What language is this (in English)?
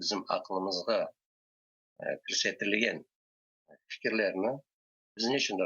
Crimean Tatar